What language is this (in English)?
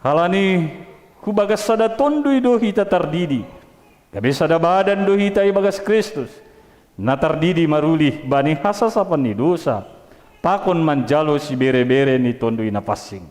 Batak Simalungun